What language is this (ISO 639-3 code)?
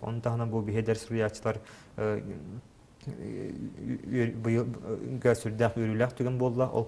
sah